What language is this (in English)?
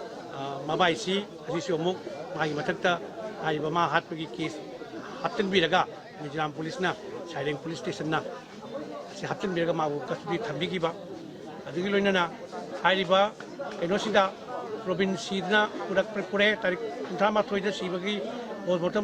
Manipuri